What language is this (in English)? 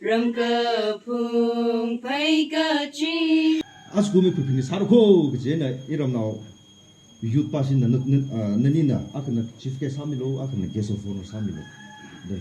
Tangkhul Naga (India)